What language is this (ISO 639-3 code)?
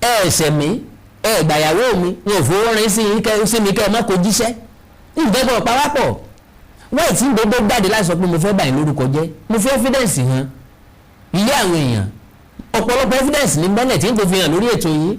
yor